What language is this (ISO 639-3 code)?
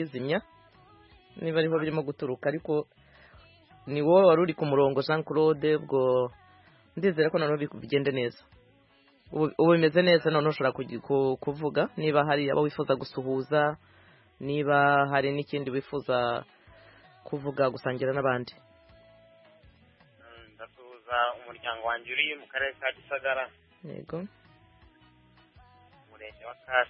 kin